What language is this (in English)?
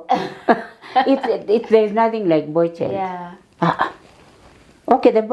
Masai